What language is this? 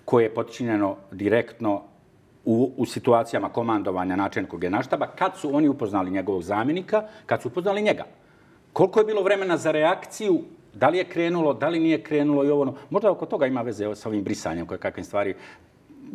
Bosnian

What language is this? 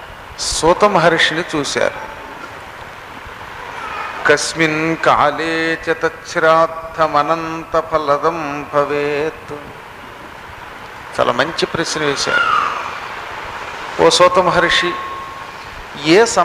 Telugu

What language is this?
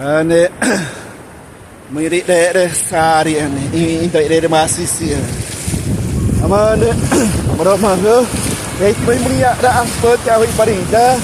Xavánte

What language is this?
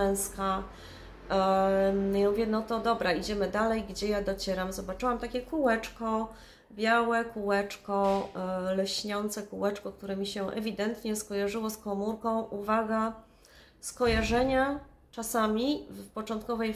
Polish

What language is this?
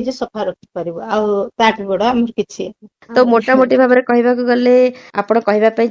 Odia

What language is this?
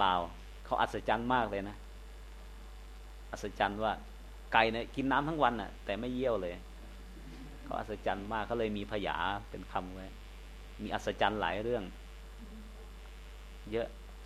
Thai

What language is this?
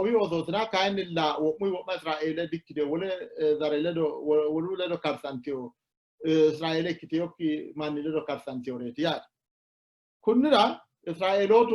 Sidamo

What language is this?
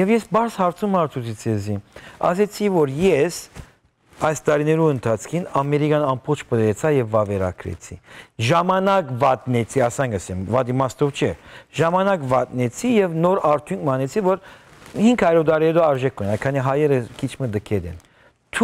Western Armenian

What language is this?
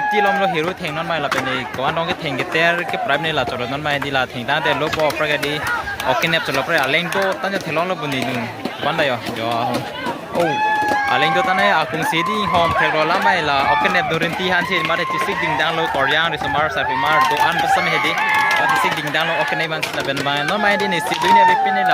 Karbi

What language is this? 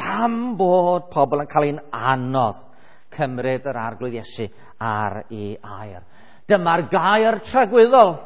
Welsh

